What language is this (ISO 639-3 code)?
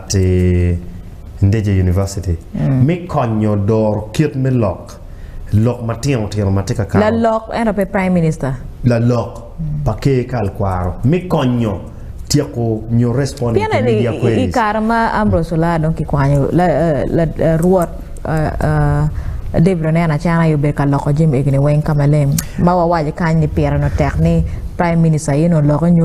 ach